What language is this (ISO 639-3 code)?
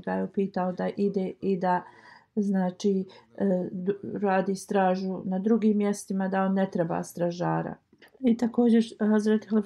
bos